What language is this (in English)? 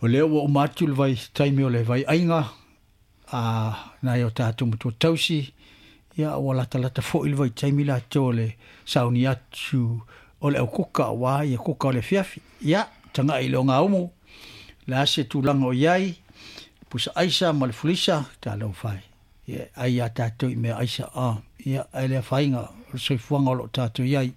Samoan